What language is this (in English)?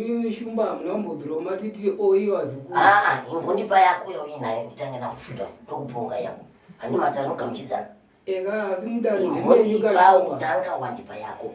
Shona